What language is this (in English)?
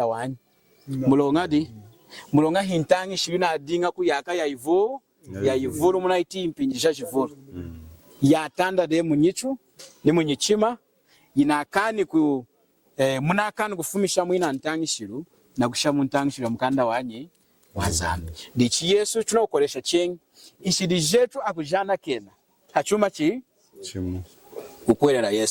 Lunda